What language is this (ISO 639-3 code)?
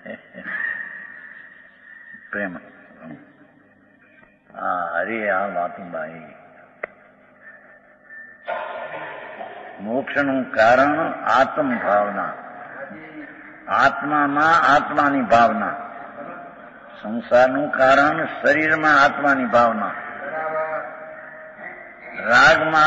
guj